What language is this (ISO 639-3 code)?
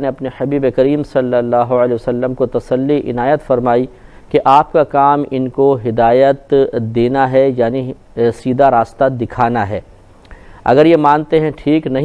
urd